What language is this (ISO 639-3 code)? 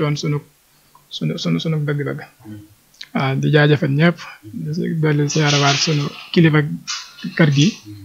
wol